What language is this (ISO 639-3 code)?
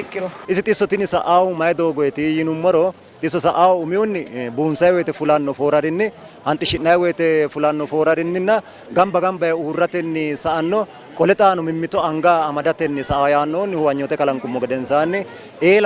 sid